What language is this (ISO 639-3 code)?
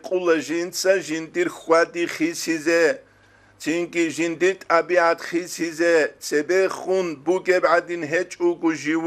ava